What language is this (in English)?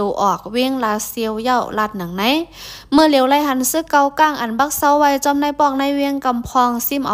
Lao